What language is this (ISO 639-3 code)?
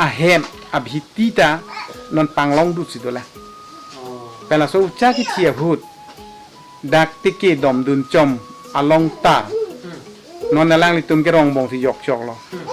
mjw